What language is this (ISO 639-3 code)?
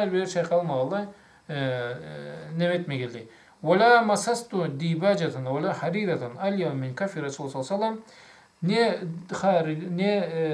krc